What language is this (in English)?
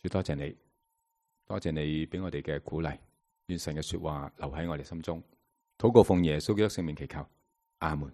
Cantonese